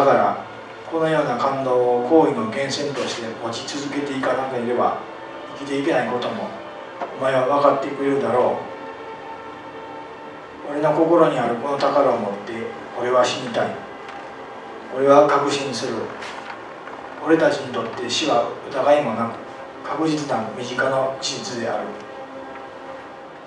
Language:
Japanese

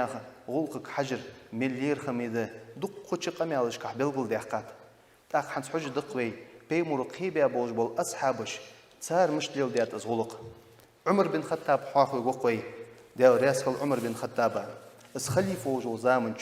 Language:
Ingush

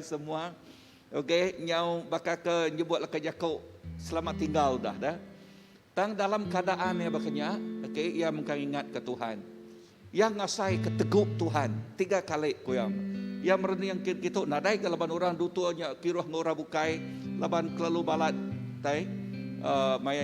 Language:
Iban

